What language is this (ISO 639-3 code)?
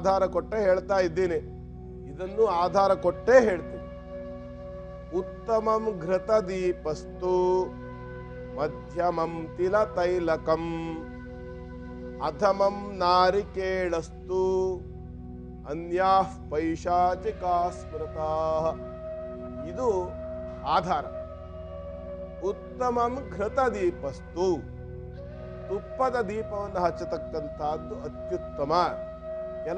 kan